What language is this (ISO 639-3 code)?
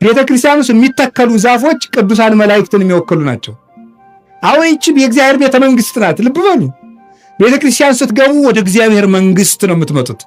amh